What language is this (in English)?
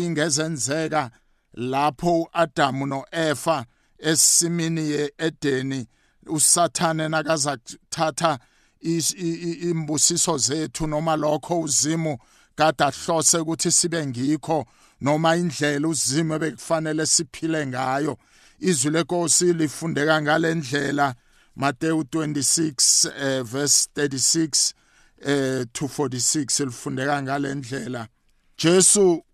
South Ndebele